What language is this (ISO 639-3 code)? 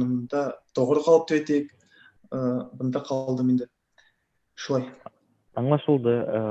bak